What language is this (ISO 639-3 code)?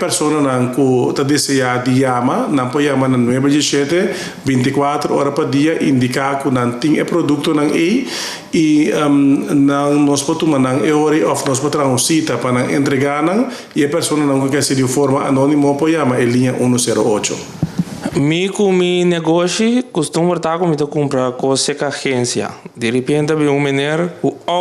pap